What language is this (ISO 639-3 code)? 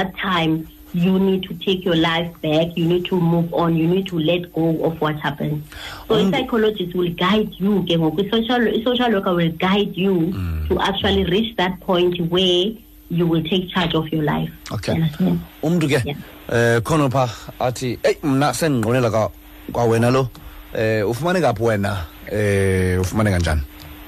xho